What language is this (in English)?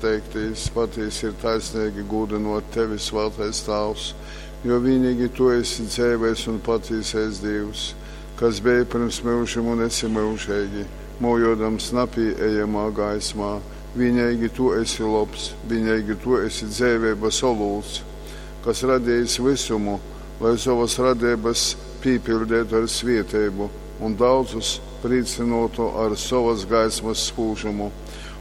Latgalian